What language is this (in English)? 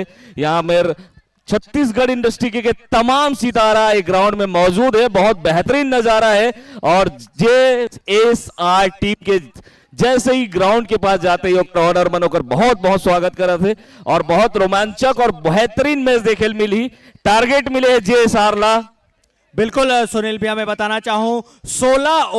Chhattisgarhi